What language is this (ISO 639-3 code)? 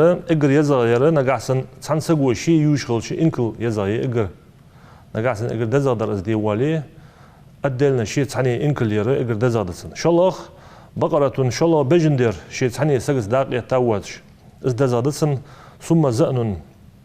inh